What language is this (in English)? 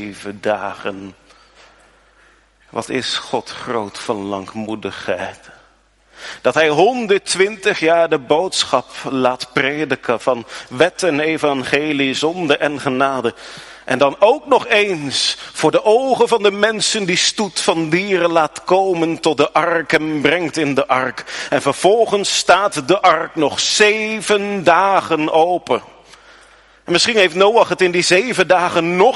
Dutch